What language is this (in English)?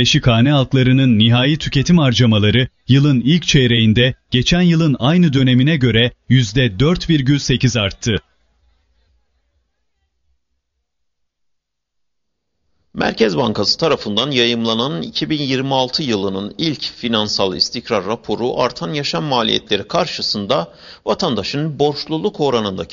Turkish